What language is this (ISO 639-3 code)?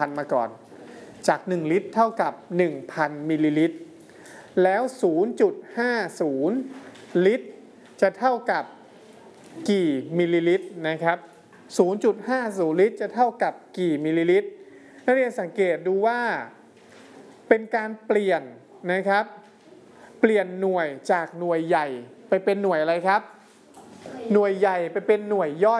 tha